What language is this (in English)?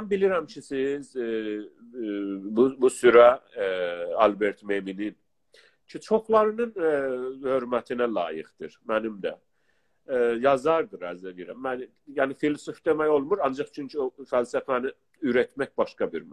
South Azerbaijani